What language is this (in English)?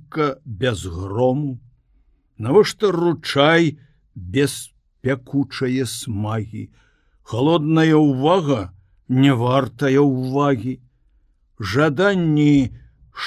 Belarusian